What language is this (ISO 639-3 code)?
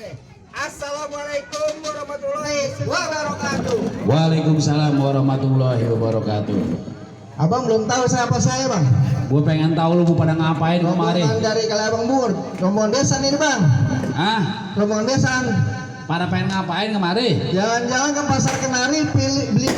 bew